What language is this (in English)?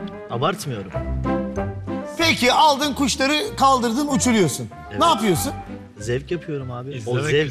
Turkish